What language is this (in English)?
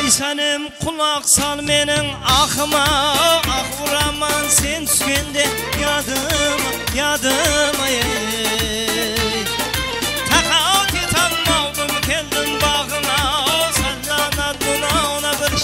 Kara-Kalpak